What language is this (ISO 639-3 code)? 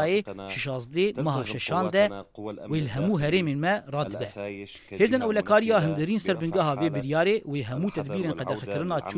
kur